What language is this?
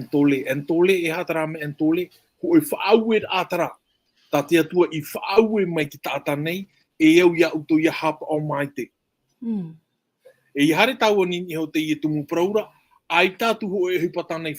Tahitian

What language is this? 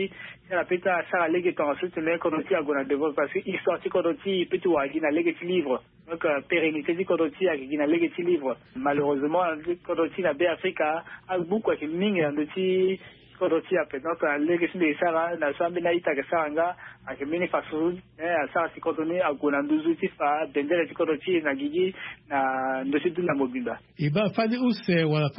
Sango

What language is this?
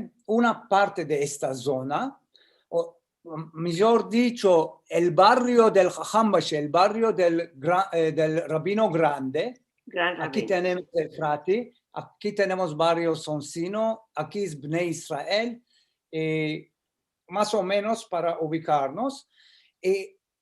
Ladino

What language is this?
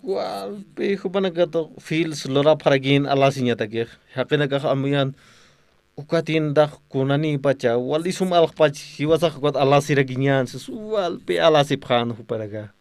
Aymara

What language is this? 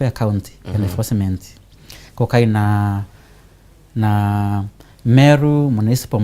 Meru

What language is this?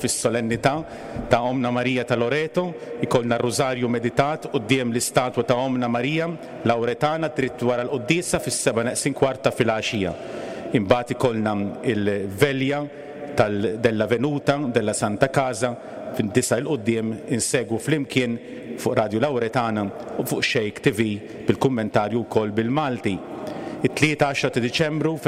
Maltese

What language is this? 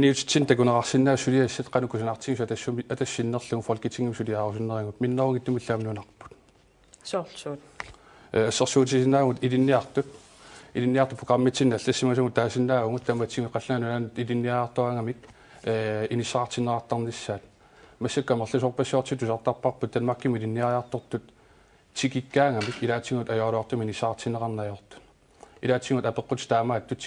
Kalaallisut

